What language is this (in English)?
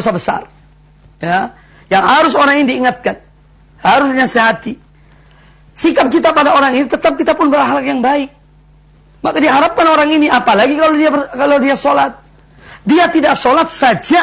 Indonesian